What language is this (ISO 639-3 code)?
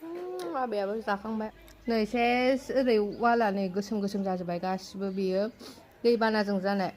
brx